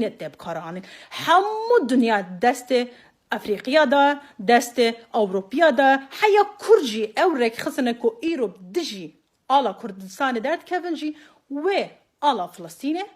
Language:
Kurdish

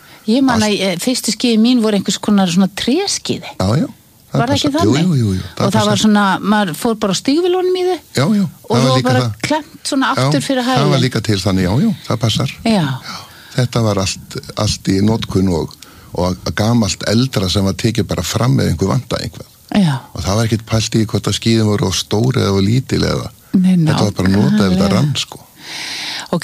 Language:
Icelandic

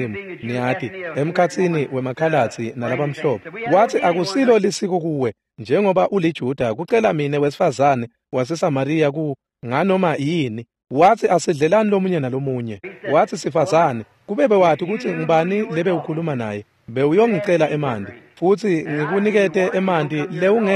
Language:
Swati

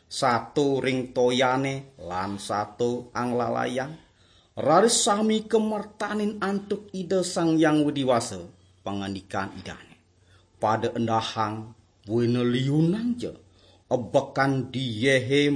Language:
Balinese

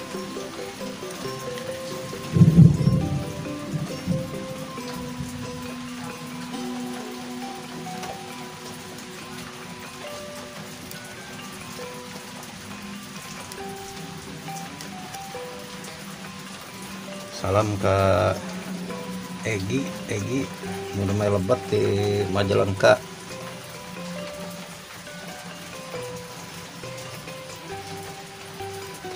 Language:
Sundanese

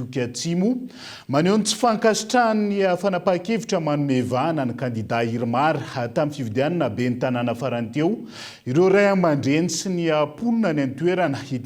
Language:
Malagasy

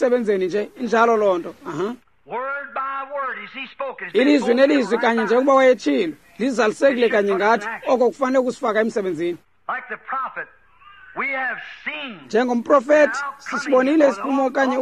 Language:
Xhosa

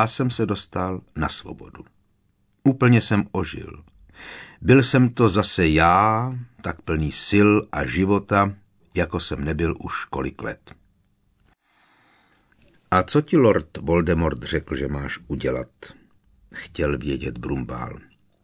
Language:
Czech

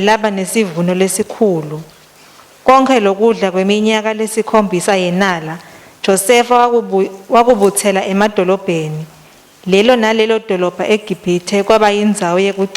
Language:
Swati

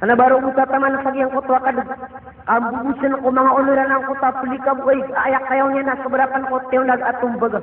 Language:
Maranao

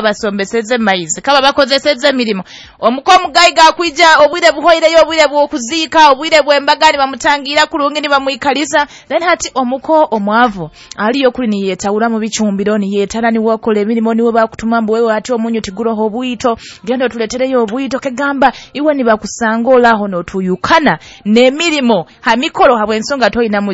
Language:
Nyoro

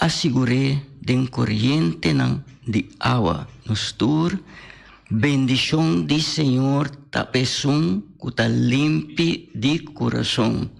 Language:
Papiamento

